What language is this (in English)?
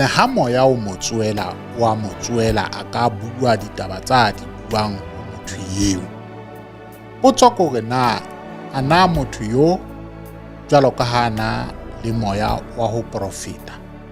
Southern Sotho